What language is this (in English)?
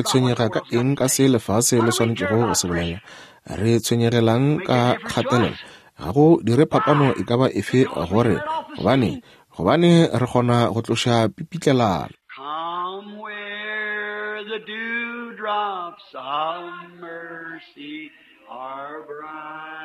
Northern Sotho